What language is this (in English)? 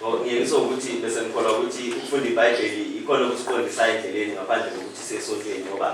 Zulu